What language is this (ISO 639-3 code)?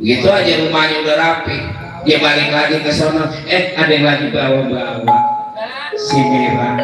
bew